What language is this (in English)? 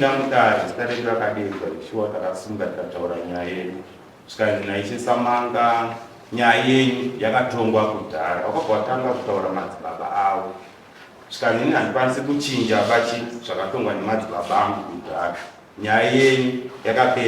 Shona